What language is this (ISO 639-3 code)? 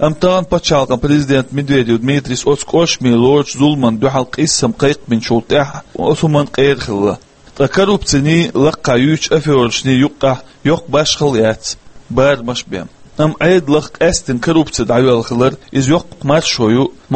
che